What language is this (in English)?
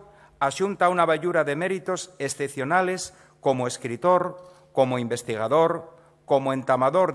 Asturian